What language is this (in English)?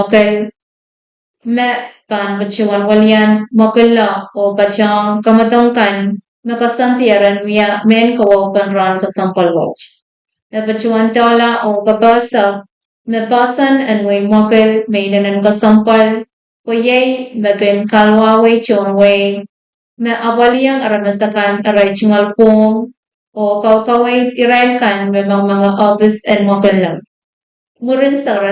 Pohnpeian